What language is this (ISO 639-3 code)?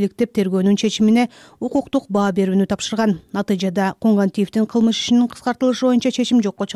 kir